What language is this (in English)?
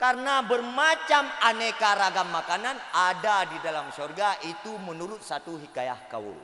Achinese